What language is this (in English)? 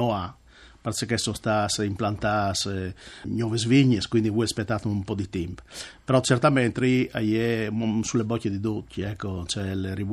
Friulian